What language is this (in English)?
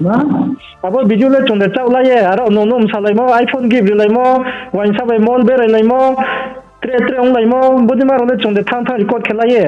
Riang (India)